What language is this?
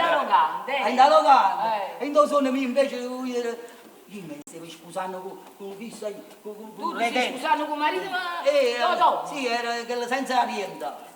Neapolitan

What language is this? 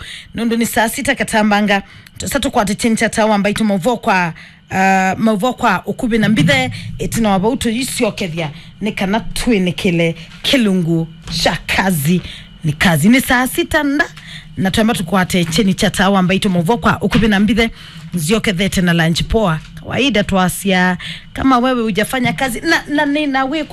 Kamba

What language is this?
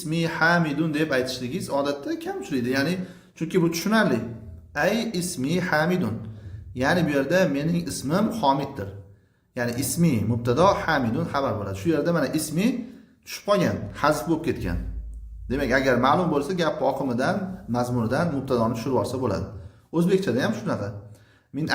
Uzbek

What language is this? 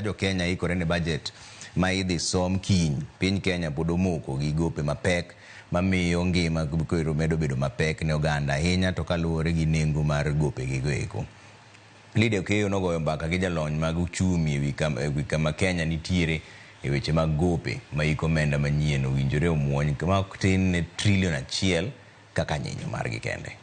Luo (Kenya and Tanzania)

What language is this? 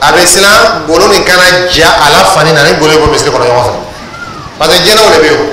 Dyula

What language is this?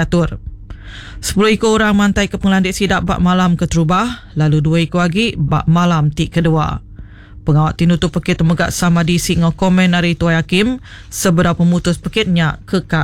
Iban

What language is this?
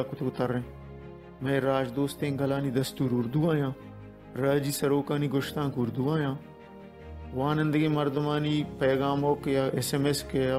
Baluchi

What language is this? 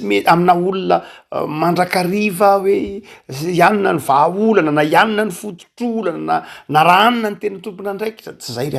Malagasy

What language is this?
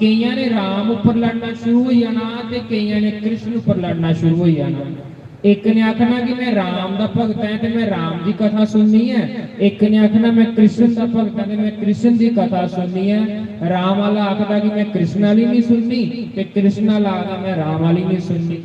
Dogri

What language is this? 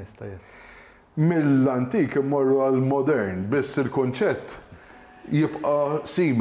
Maltese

